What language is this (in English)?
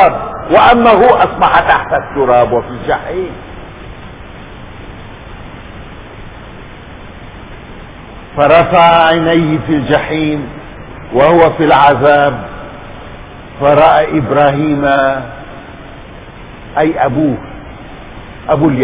Arabic